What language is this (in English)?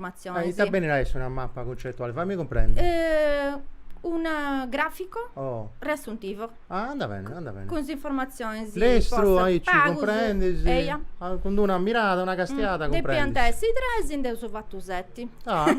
Sardinian